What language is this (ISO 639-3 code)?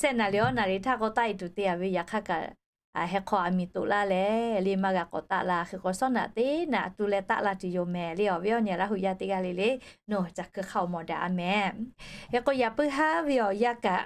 lhu